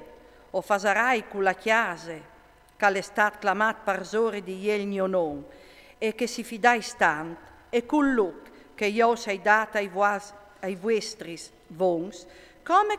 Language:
Friulian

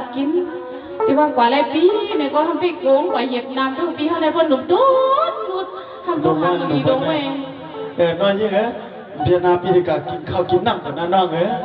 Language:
Shan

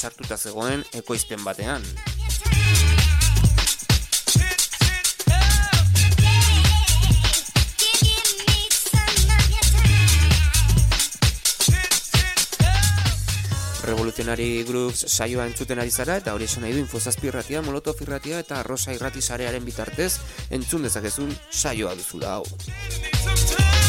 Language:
Basque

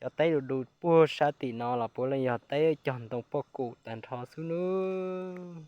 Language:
Hmong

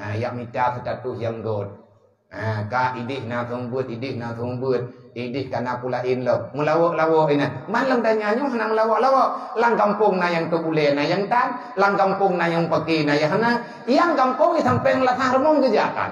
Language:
Achinese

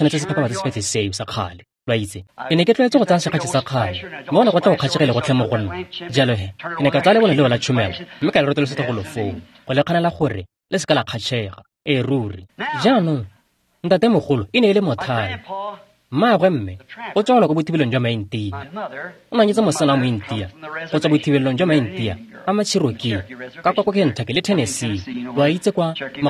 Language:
Tswana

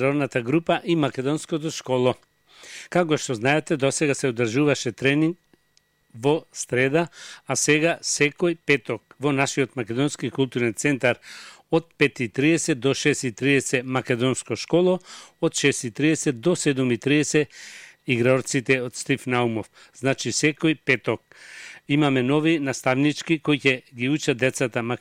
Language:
Macedonian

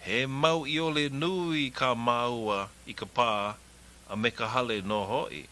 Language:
Hawaiian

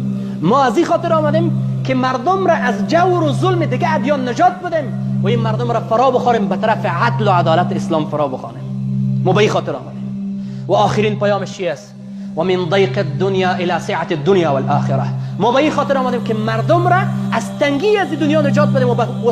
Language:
Persian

